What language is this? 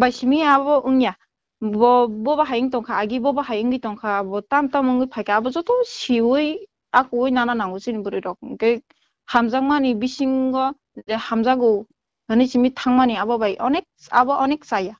Kok Borok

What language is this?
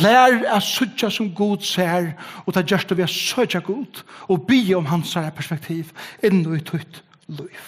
Faroese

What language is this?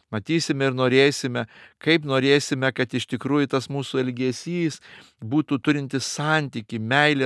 Lithuanian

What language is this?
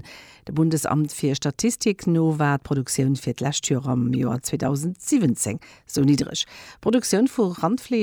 Luxembourgish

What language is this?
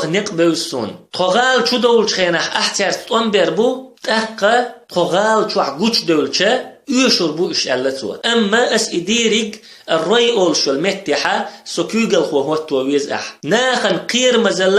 Chechen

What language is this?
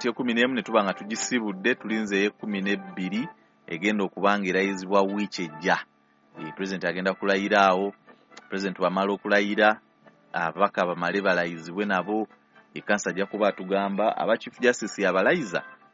Ganda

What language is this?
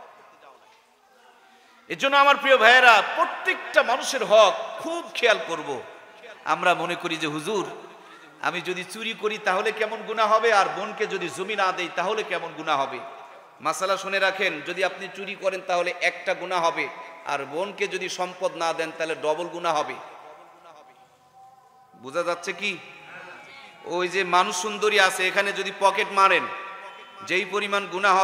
Bangla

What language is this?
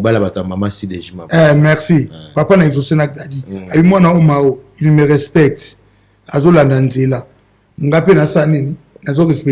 Lingala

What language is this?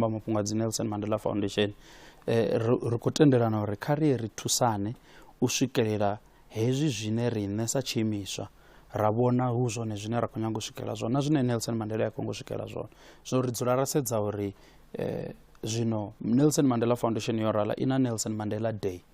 Venda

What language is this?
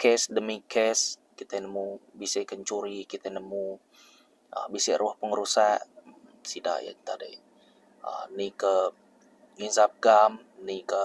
Iban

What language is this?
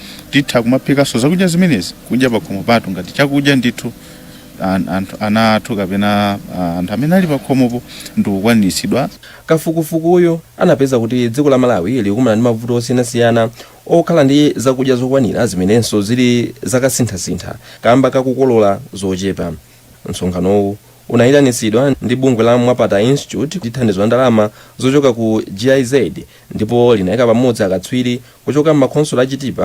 Nyanja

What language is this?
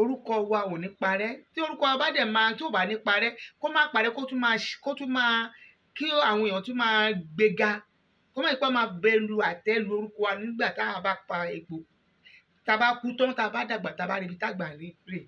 Yoruba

